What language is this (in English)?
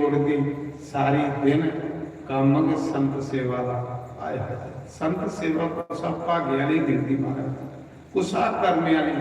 Dogri